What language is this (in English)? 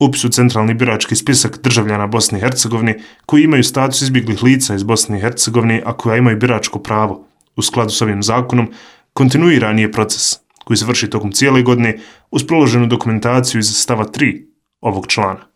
Bosnian